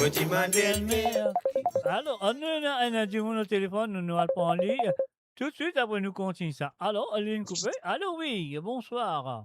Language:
Morisyen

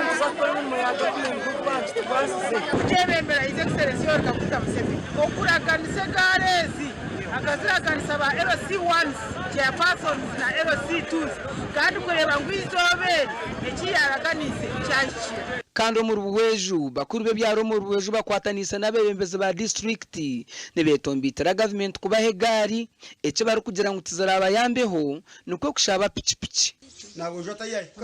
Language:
Nyankole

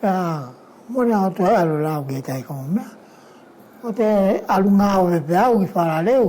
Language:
Wallisian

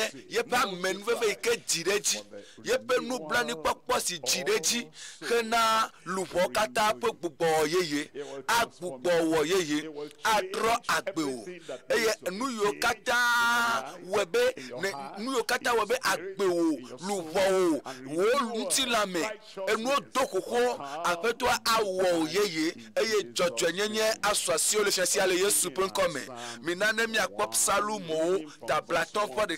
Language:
Ewe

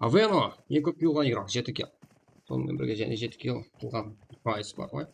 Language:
Kara-Kalpak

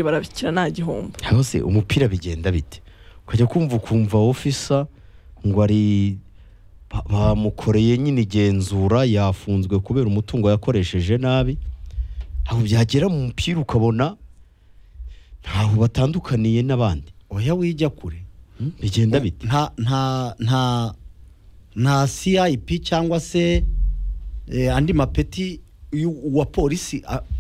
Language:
Kinyarwanda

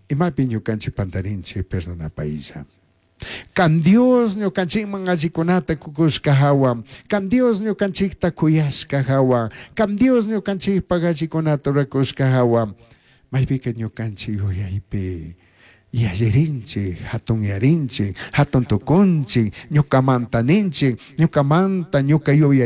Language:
Chimborazo Highland Quichua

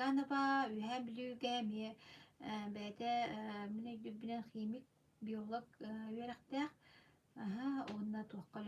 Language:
Yakut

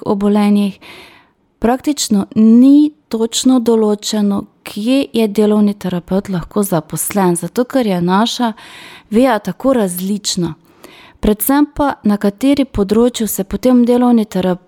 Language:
Slovenian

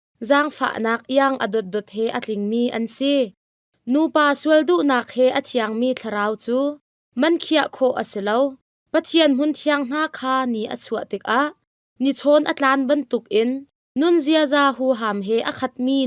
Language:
Hakha Chin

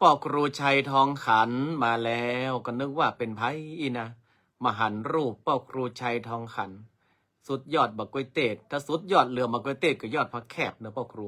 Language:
Northern Thai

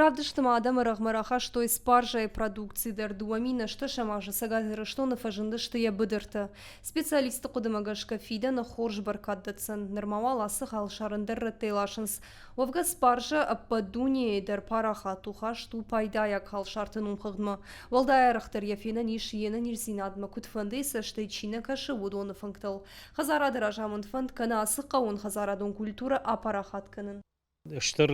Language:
Ossetic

